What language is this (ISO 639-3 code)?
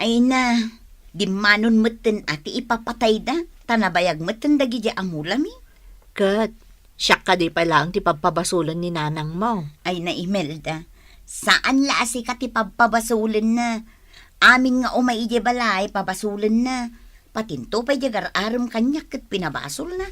ilo